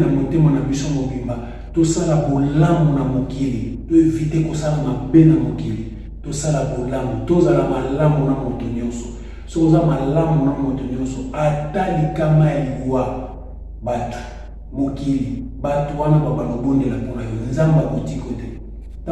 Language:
Lingala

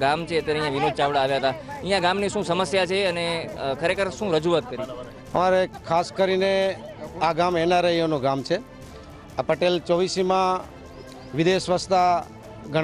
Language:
Gujarati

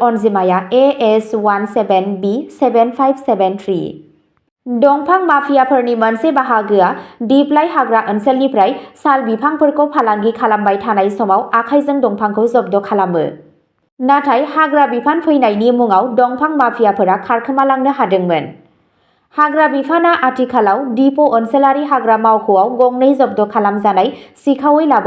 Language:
Bodo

